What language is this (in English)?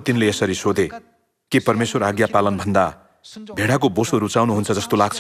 Nepali